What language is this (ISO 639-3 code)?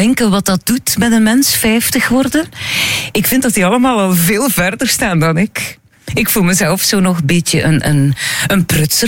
nld